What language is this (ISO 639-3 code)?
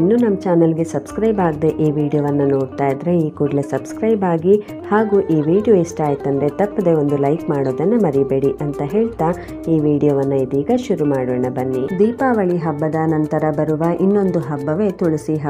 kan